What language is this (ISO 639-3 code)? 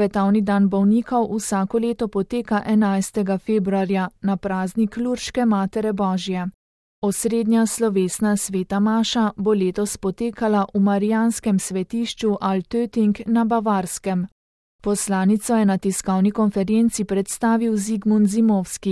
slv